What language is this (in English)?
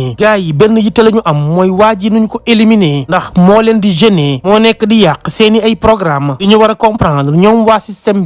Wolof